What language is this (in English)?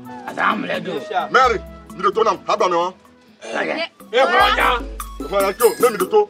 Ewe